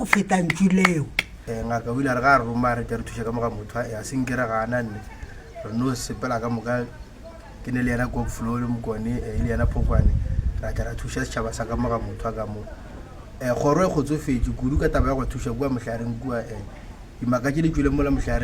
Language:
Northern Sotho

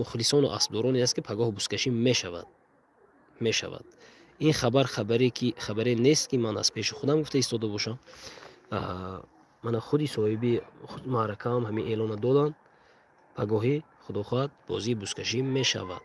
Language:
Tajik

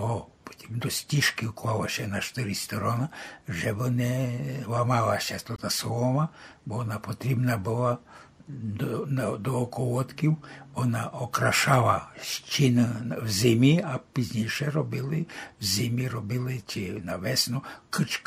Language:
Rusyn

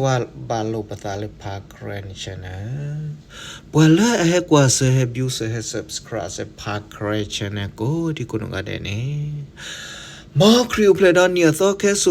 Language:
S'gaw Karen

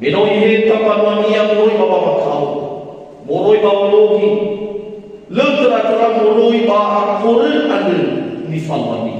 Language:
Nias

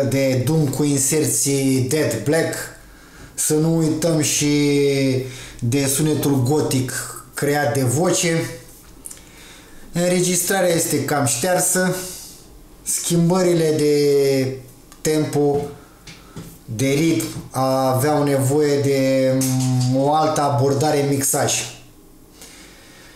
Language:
Romanian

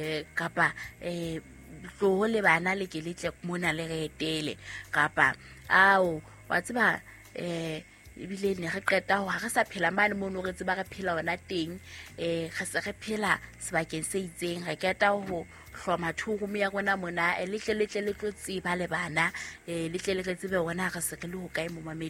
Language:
Southern Sotho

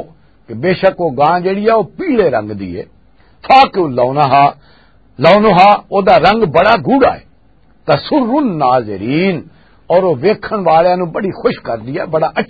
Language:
Western Panjabi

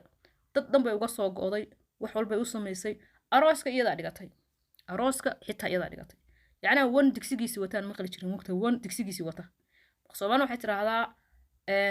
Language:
Somali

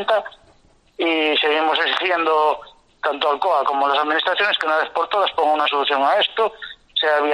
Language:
Galician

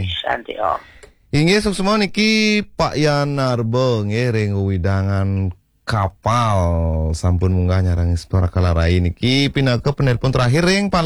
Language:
Balinese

